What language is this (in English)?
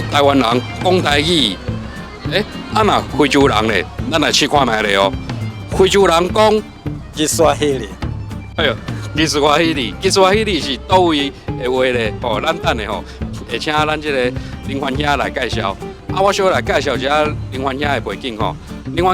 Min Nan Chinese